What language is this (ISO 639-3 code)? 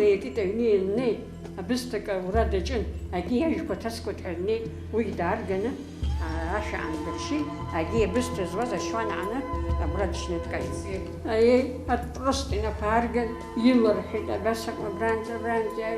abk